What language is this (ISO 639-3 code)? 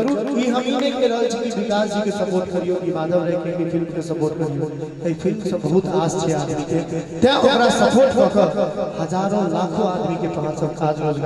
mai